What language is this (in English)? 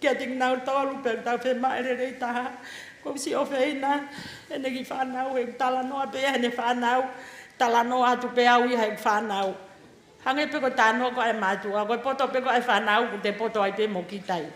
Tongan